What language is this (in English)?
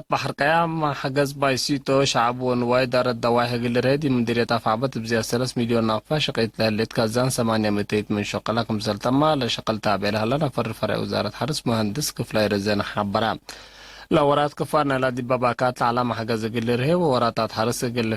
Tigre